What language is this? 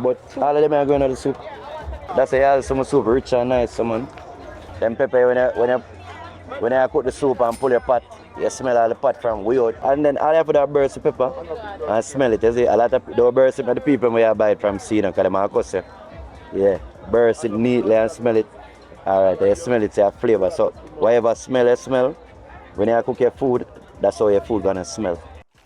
Jamaican Creole English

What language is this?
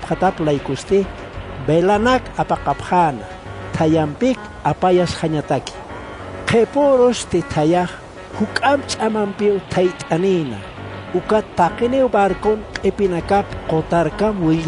Aymara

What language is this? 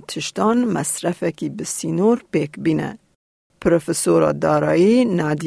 Kurdish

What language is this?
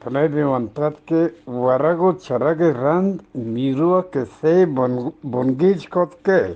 Eastern Balochi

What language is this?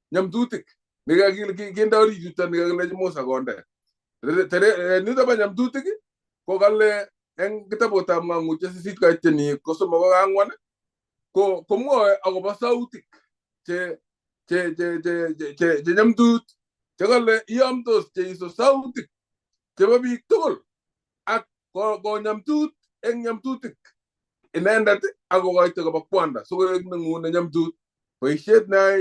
Kalenjin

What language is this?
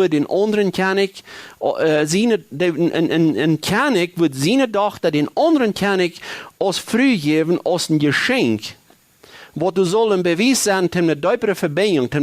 Plautdietsch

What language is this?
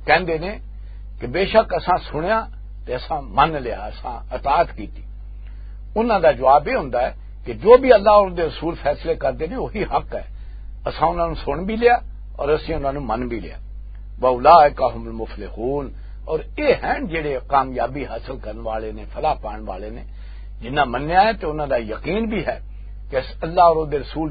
Western Panjabi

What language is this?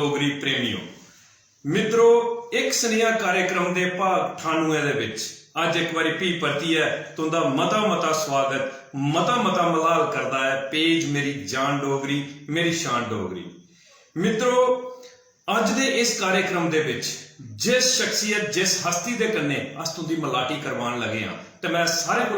Dogri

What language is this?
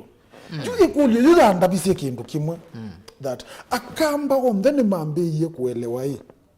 Kamba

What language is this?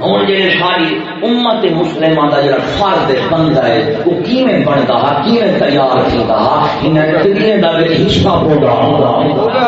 Saraiki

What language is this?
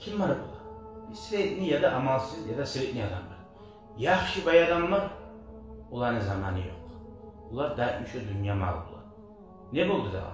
Kumyk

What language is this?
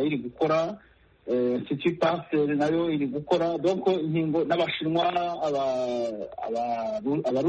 Kinyarwanda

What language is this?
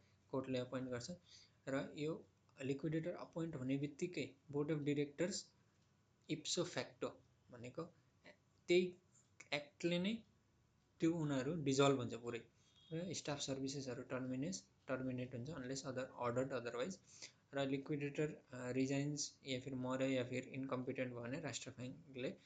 Nepali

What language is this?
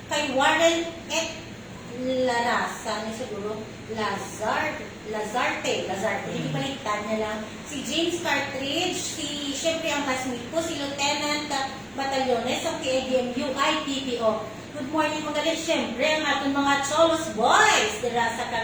Hiligaynon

